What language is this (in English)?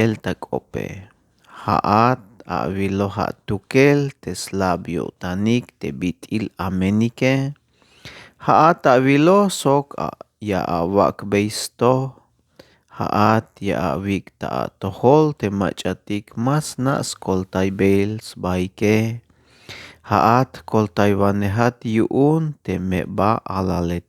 Tzeltal